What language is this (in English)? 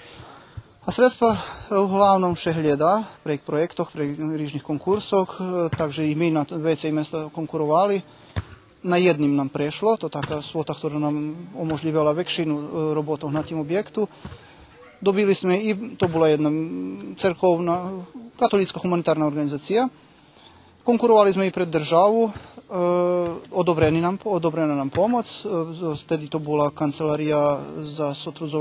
Rusyn